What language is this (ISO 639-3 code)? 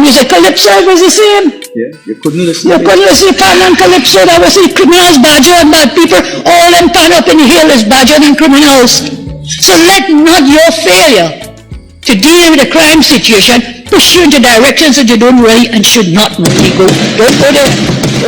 jam